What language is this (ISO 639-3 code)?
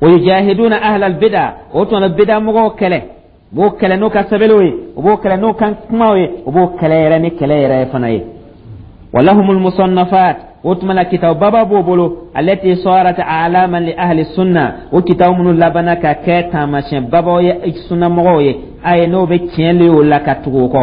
dyu